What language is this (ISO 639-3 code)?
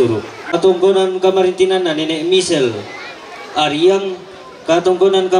sda